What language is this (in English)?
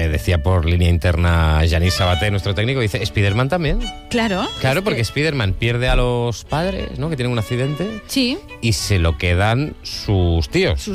Spanish